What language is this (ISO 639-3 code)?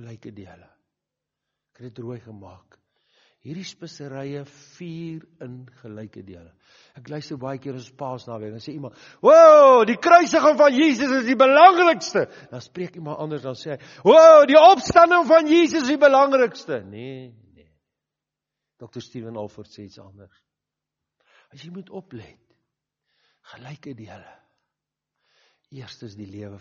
afr